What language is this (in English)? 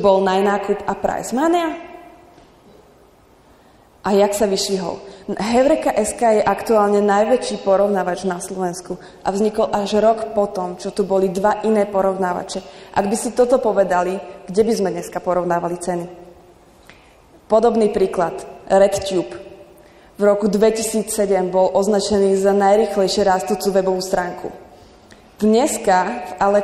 Slovak